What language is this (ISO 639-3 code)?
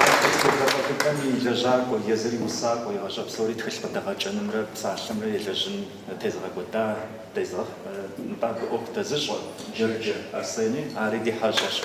kbd